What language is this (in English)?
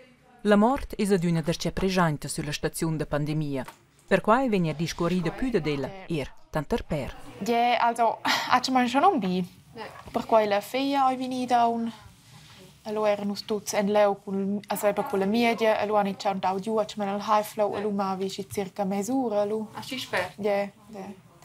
Romansh